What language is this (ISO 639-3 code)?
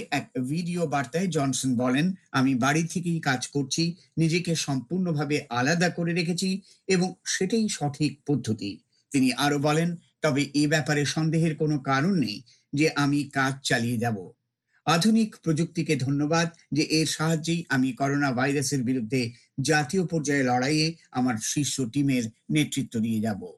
ben